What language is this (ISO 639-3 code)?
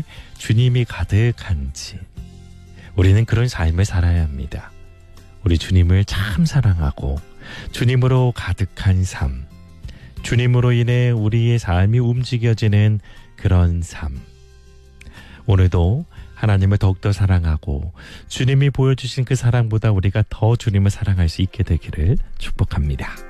kor